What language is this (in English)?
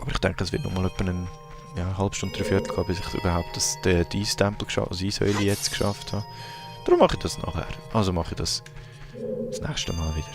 Swiss German